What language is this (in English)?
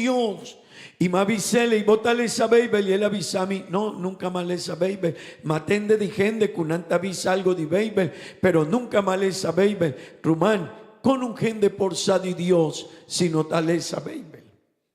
Papiamento